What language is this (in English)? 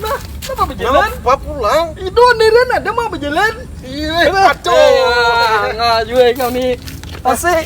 Banjar